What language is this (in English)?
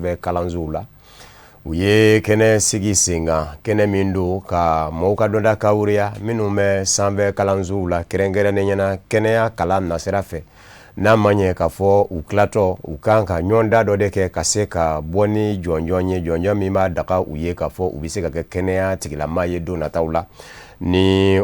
Bambara